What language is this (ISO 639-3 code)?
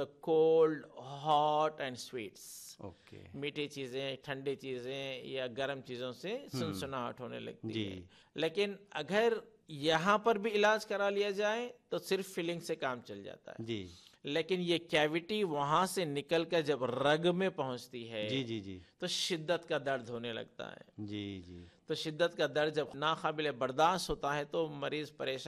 urd